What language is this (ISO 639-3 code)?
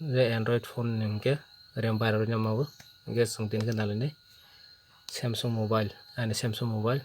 trp